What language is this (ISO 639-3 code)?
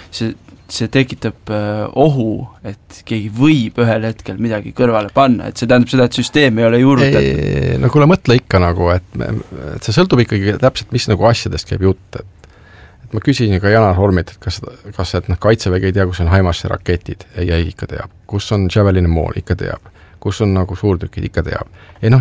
est